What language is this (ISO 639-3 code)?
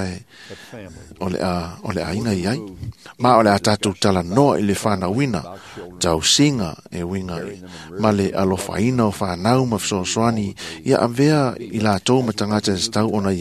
smo